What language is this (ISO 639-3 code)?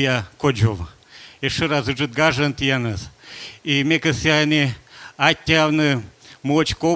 kom